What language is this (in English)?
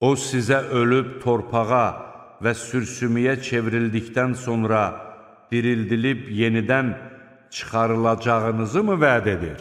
Azerbaijani